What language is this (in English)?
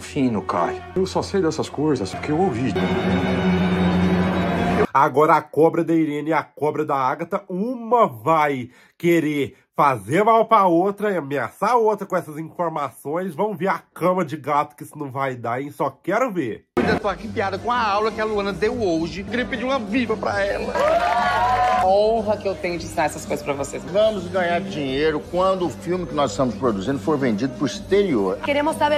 Portuguese